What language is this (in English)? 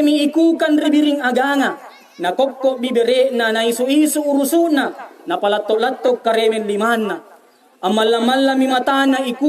Makasar